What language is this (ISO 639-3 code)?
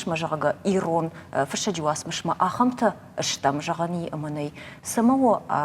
oss